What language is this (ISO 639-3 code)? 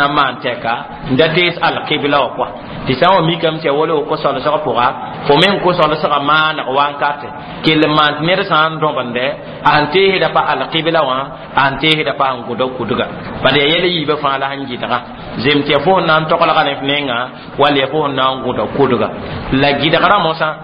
mos